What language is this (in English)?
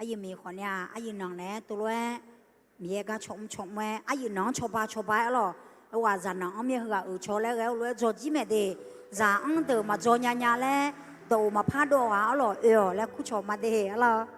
Akha